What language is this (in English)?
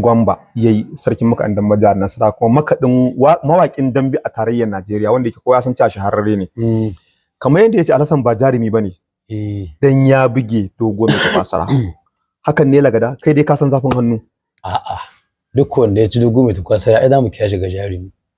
Hausa